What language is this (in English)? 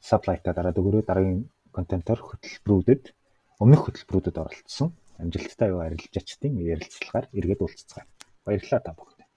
Mongolian